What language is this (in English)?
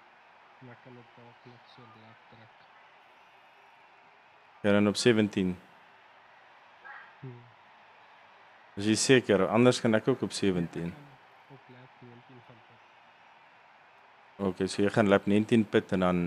Afrikaans